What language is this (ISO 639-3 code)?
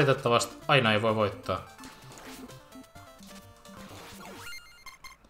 fin